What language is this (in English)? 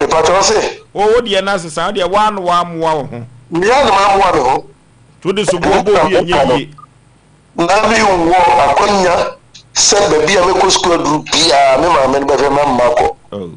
Akan